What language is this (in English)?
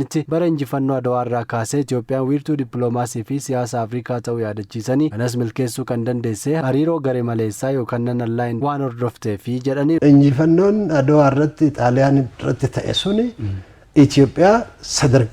Oromo